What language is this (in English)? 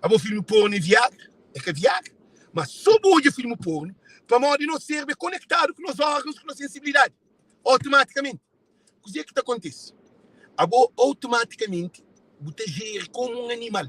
Kabuverdianu